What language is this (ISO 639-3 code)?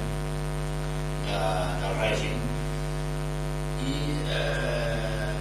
cat